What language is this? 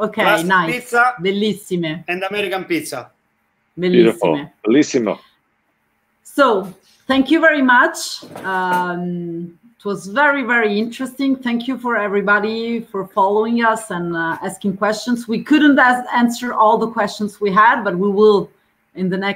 English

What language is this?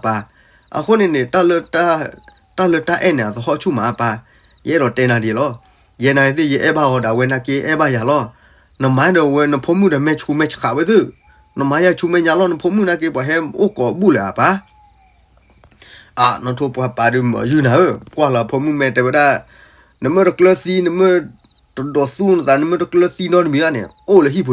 S'gaw Karen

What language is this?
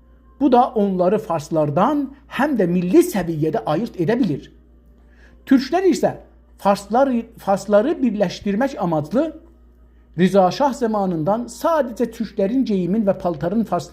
South Azerbaijani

